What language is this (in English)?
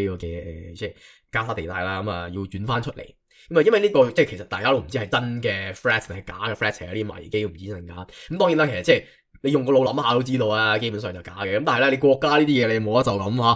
Cantonese